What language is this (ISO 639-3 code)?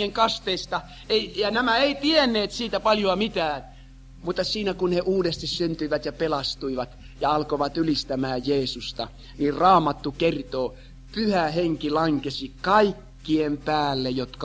fin